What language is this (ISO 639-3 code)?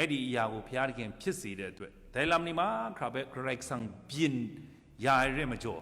kac